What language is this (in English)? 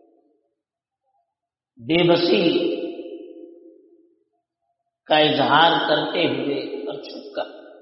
Urdu